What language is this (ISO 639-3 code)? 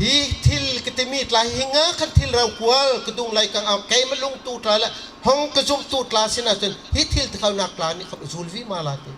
bgr